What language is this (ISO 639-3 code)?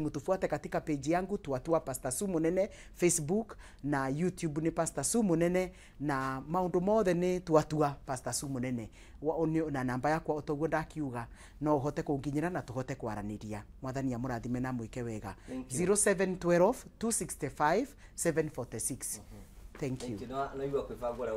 kik